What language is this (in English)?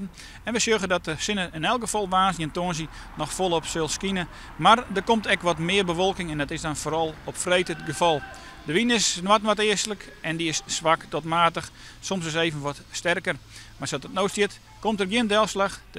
Western Frisian